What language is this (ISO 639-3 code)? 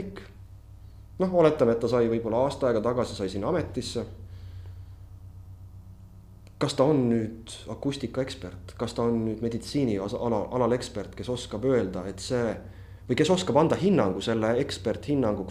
est